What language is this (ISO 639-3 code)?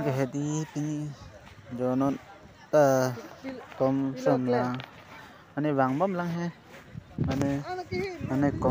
mjw